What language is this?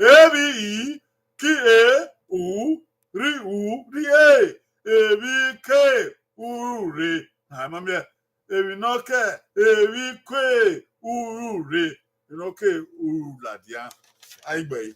Bini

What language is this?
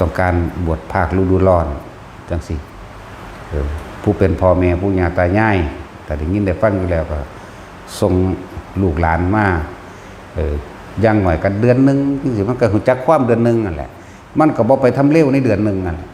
Northeastern Thai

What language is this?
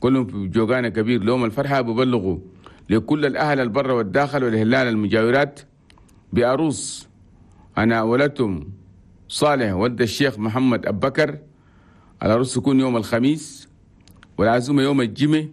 Chadian Arabic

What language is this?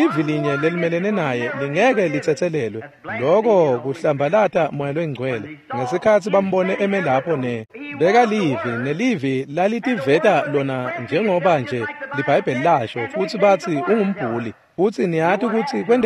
Swati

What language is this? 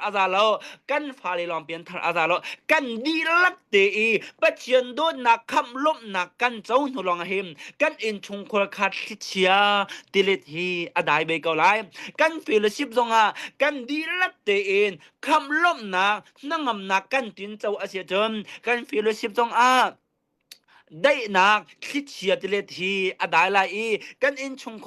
Hakha Chin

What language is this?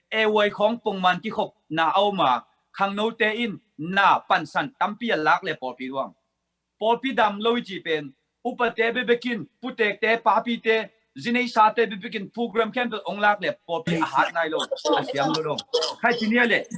Tedim Chin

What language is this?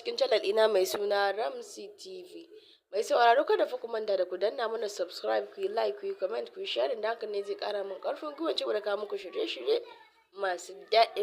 Hausa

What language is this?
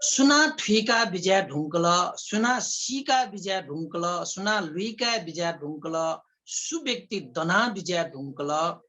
Newari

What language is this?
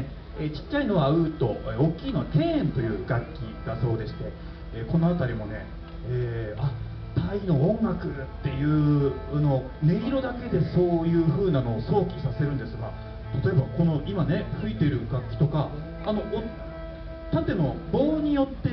Japanese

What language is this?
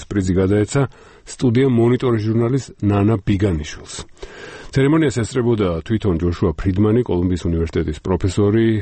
Georgian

